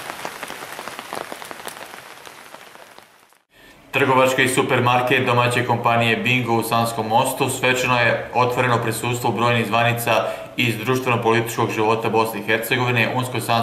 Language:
Bosnian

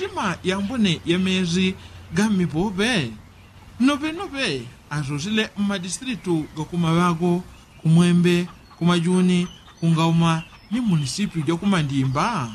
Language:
Yao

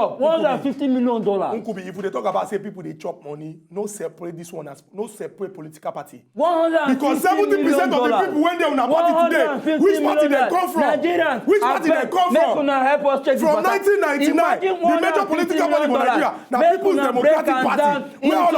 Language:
Nigerian Pidgin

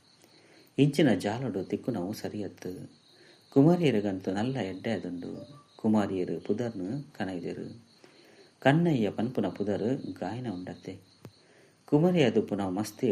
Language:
Tulu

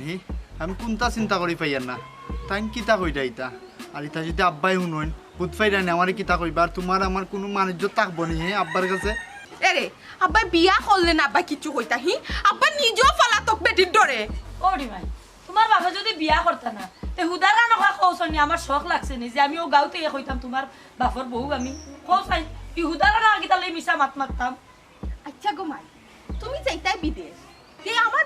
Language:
Sylheti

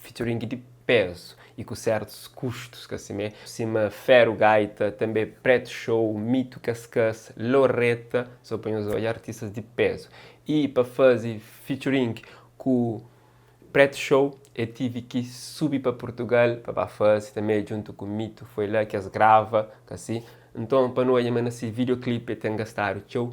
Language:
Kabuverdianu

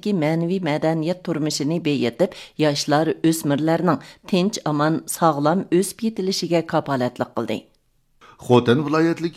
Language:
Uyghur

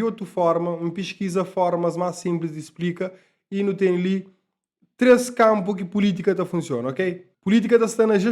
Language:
Kabuverdianu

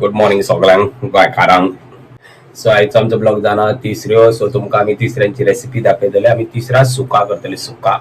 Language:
Konkani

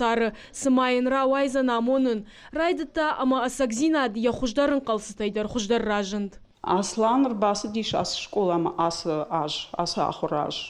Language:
Ossetic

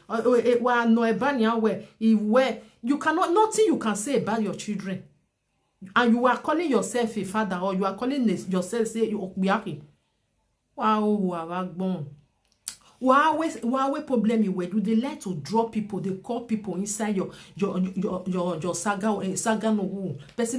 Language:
Nigerian Pidgin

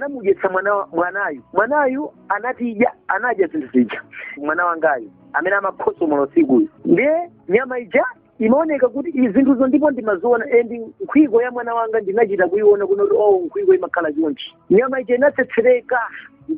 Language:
Nyanja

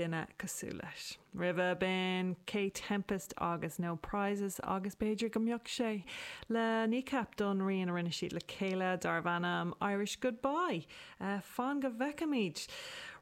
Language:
Irish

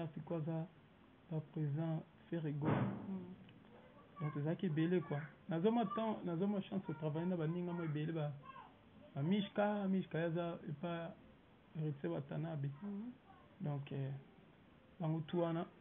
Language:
Lingala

